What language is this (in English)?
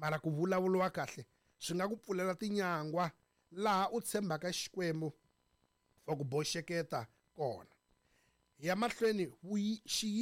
Tsonga